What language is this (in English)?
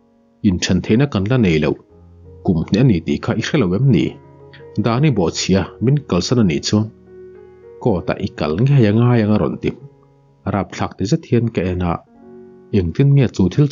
Mizo